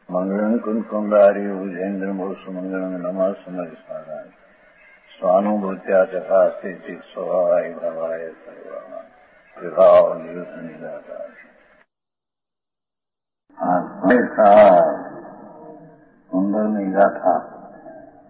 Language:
Gujarati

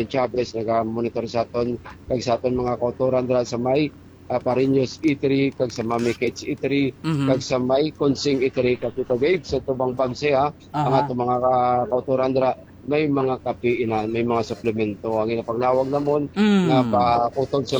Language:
Hiligaynon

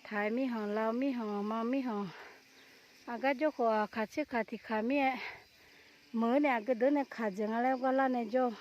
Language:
Akha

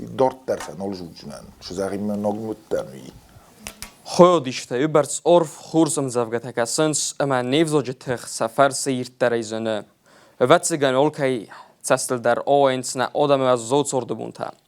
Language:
Ossetic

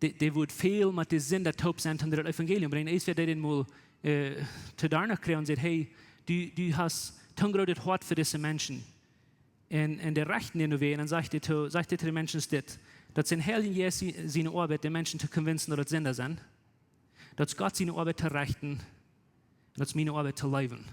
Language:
Plautdietsch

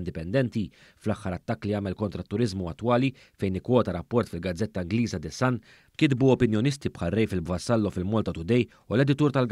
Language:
Maltese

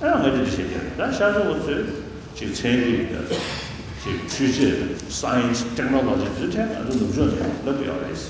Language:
Tibetan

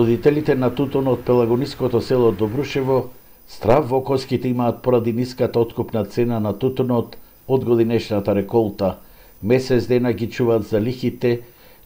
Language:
Macedonian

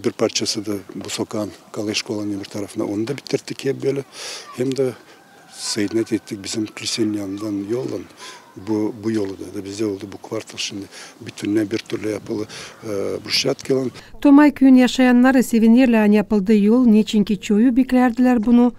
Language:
Gagauz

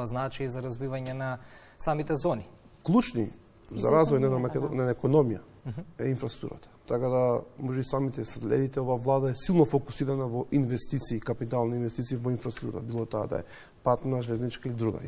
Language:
Macedonian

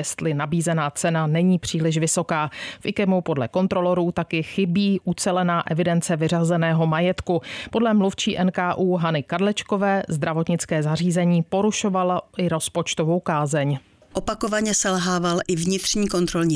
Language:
Czech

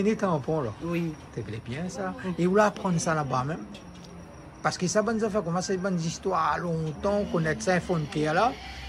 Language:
Réunion Creole French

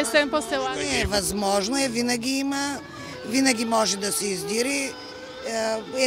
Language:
Bulgarian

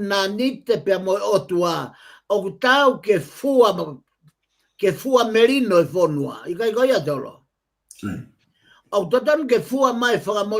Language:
Tongan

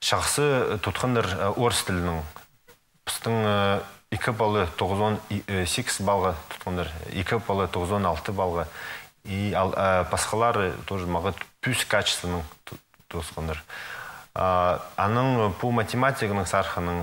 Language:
Khakas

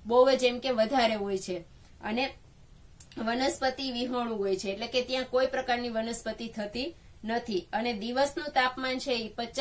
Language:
Gujarati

